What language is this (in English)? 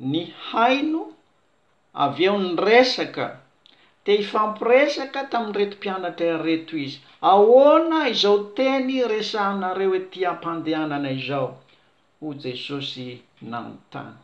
Malagasy